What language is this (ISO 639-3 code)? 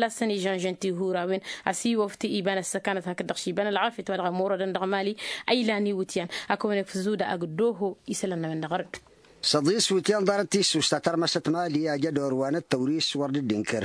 taq